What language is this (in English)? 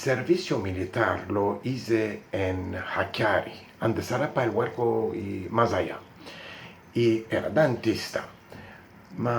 Ladino